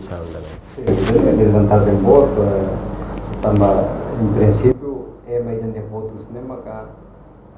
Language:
Tetum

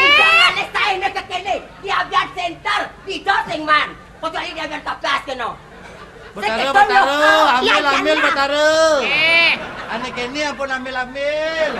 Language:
Balinese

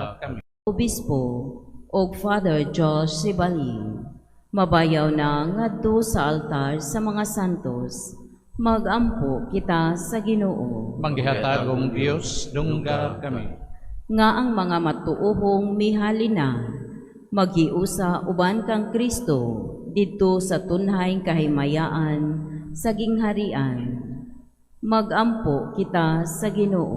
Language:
Cebuano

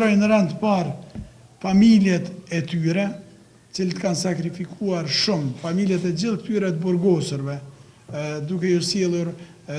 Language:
Albanian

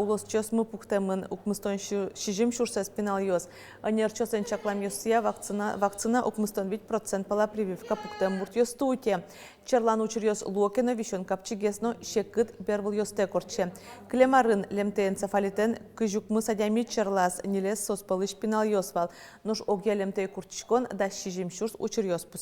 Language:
Udmurt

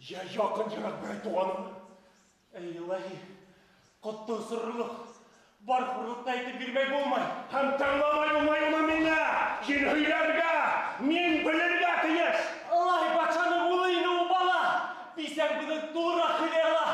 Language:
Bashkir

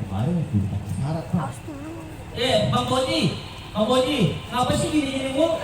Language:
Betawi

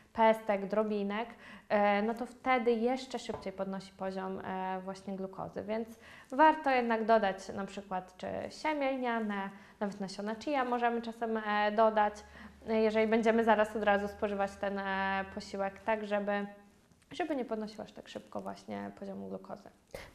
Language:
Polish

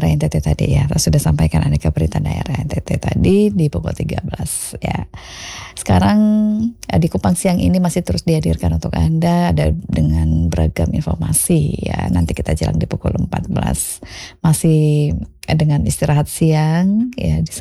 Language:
Indonesian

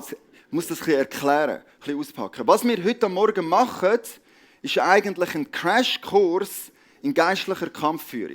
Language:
Swiss German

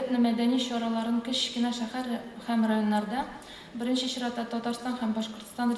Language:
Tatar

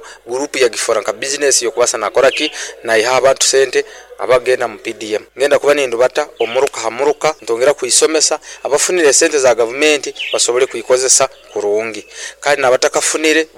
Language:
Nyoro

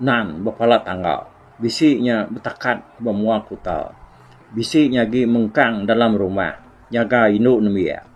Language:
Iban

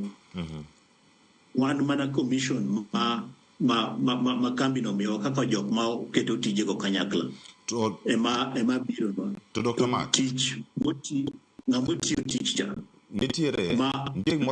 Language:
Luo (Kenya and Tanzania)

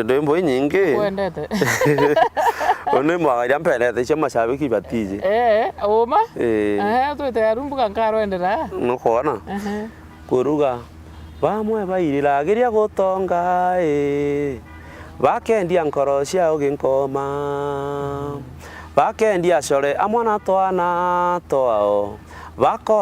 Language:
Meru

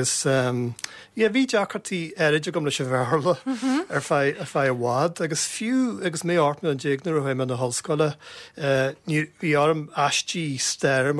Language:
Irish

